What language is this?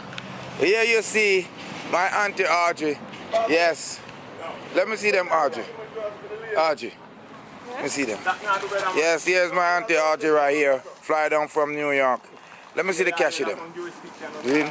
Jamaican Creole English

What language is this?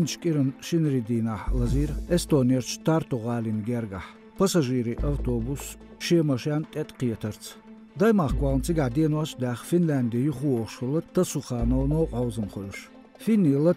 Chechen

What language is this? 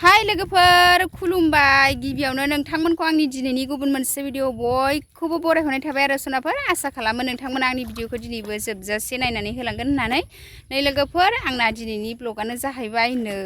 Bodo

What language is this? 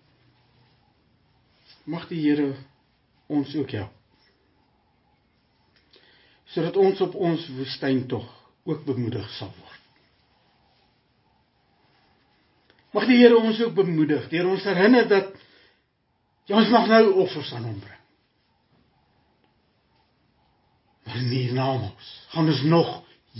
Afrikaans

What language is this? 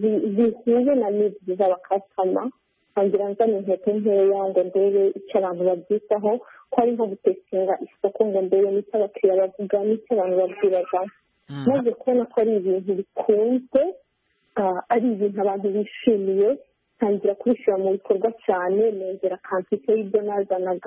Kinyarwanda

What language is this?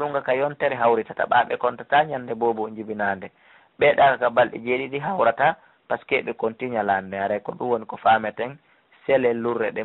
Fula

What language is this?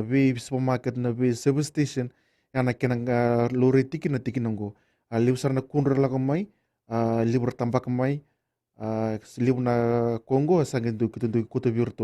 Fijian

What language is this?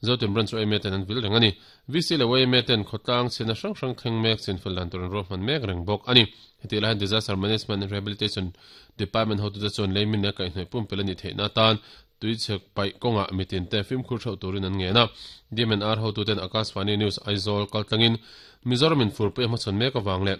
Mizo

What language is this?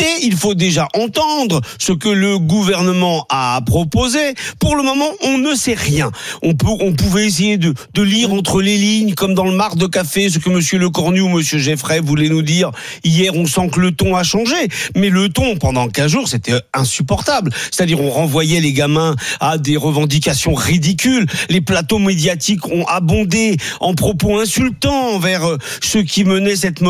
French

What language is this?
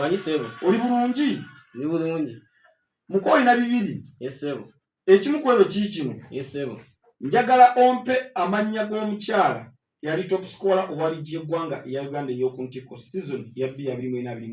Ganda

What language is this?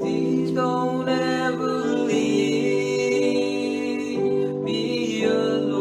Pohnpeian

